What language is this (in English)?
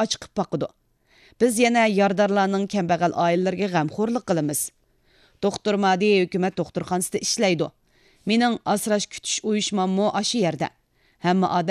Uyghur